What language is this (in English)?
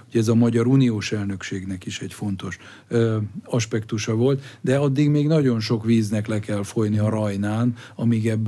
Hungarian